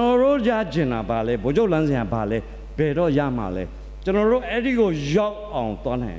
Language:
Burmese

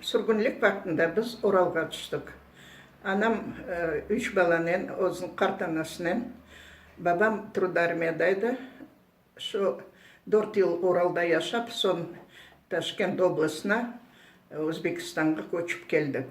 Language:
Crimean Tatar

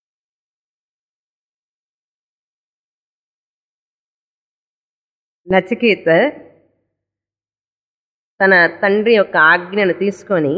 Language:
Telugu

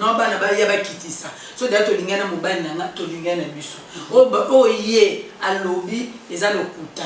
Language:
Lingala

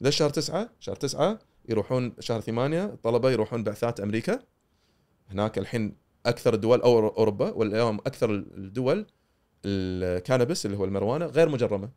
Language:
Gulf Arabic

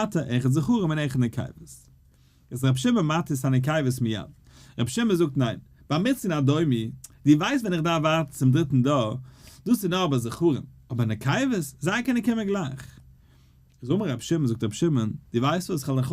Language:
Yiddish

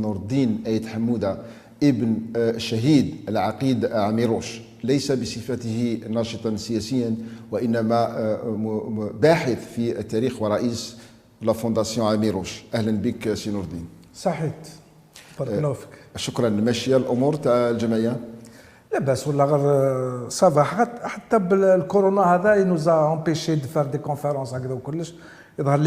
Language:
Algerian Arabic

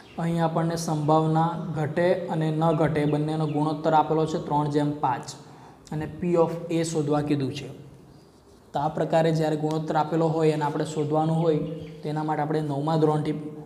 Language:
Gujarati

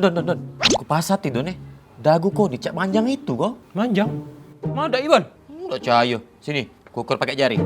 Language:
Musi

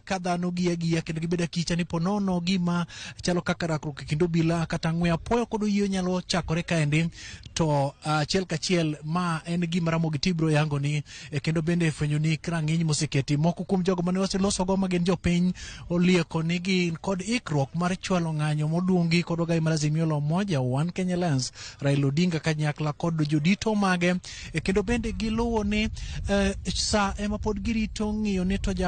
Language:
Luo (Kenya and Tanzania)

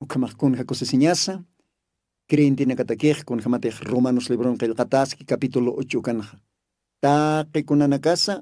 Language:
Aymara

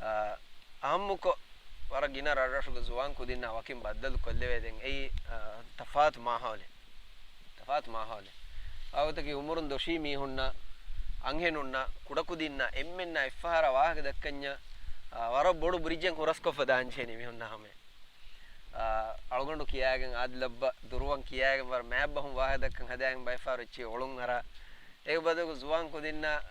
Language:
Divehi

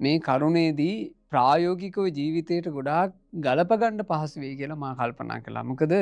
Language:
Sinhala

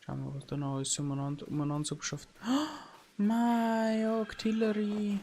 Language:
Bavarian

